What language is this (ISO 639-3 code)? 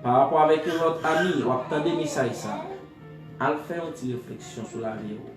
hat